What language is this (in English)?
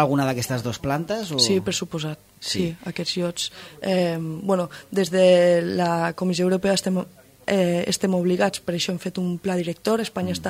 Catalan